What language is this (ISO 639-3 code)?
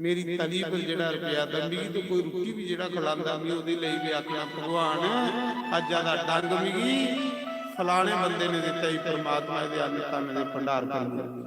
doi